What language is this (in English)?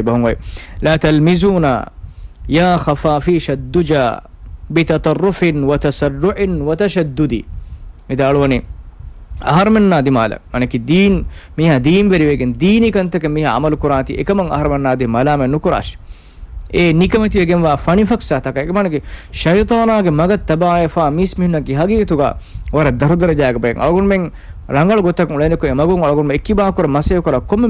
Divehi